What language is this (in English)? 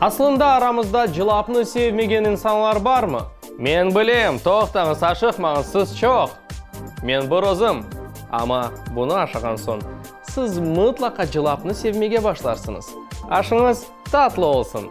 Crimean Tatar